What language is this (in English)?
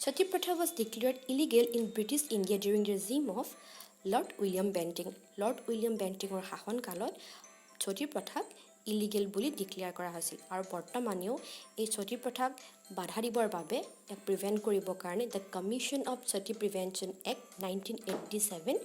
Assamese